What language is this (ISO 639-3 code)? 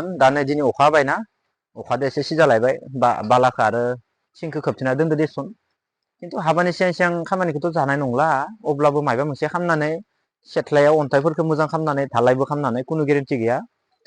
brx